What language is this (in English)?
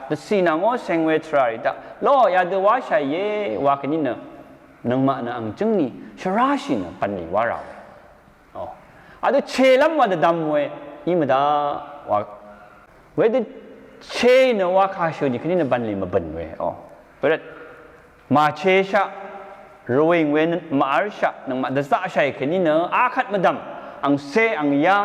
Rawang